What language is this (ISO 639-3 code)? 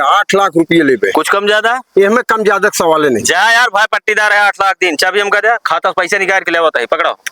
awa